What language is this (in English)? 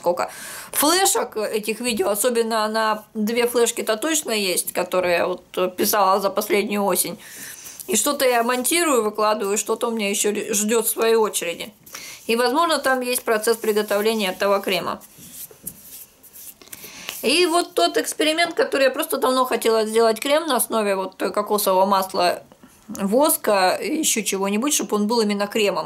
Russian